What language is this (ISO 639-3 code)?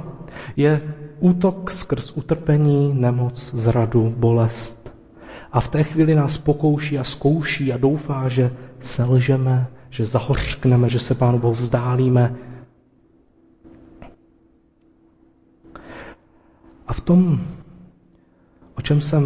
ces